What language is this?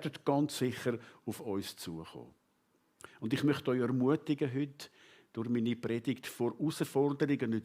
Swiss German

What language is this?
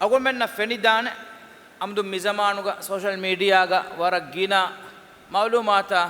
Divehi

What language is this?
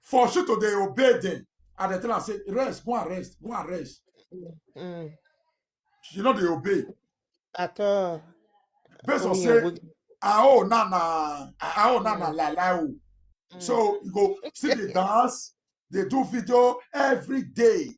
Nigerian Pidgin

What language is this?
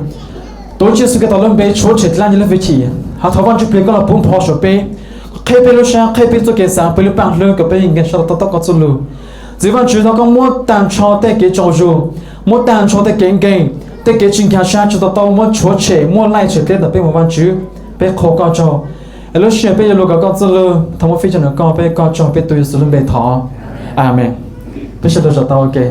Hmong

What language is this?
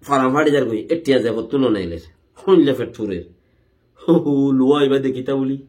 Rohingya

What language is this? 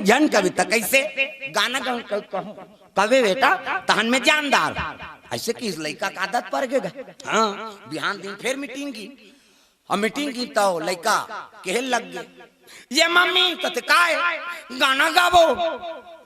Chhattisgarhi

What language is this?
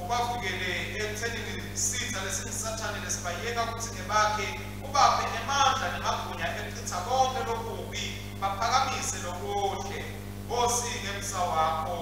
Swati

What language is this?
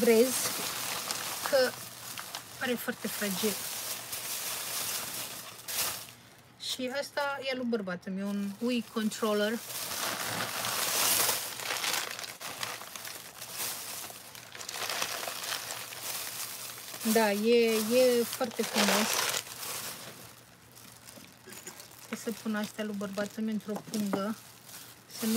Romanian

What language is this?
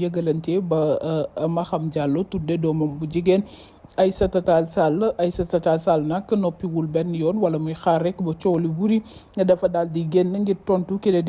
Wolof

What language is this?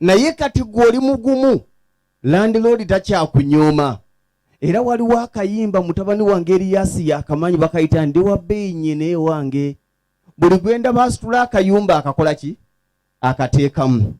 Ganda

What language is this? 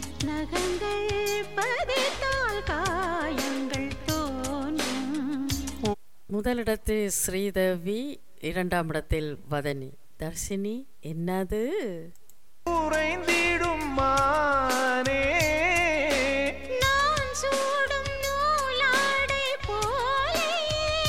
Tamil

